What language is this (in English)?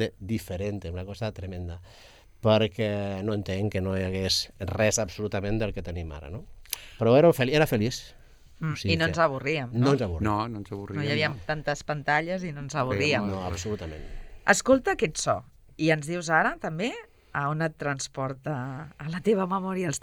Catalan